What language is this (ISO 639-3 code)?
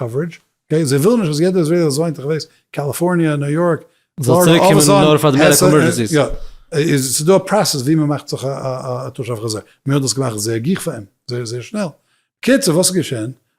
yid